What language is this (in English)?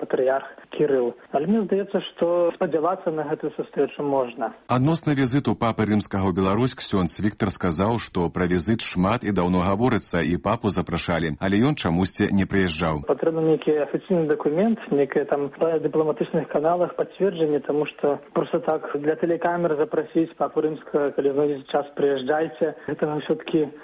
Belarusian